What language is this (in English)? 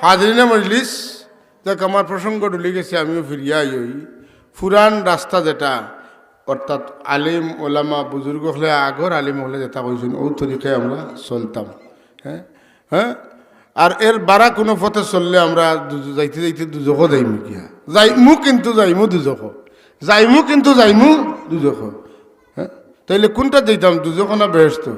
Sylheti